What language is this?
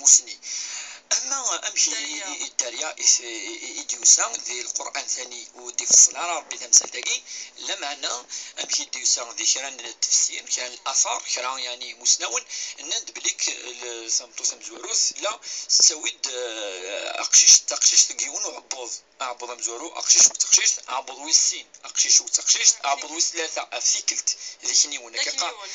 Kabyle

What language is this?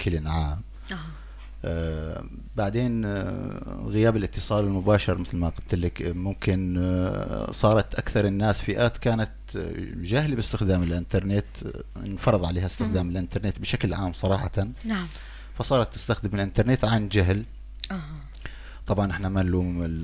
North Levantine Arabic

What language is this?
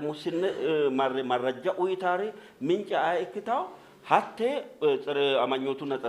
Sidamo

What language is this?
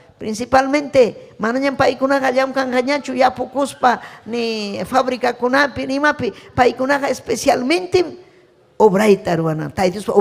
Ayacucho Quechua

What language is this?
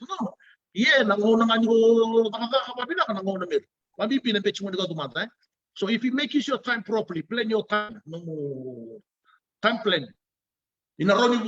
Fijian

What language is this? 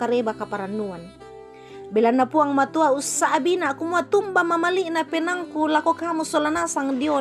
Toraja-Sa'dan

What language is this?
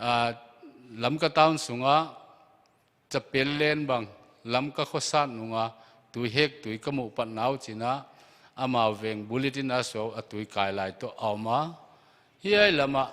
Paite Chin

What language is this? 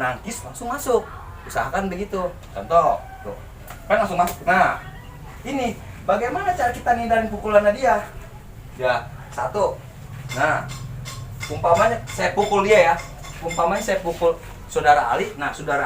Betawi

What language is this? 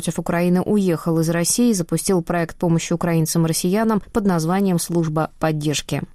Russian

